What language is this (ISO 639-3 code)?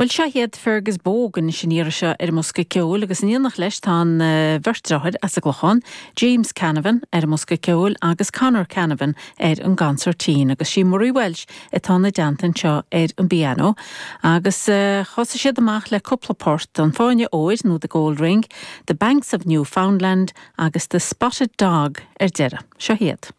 gle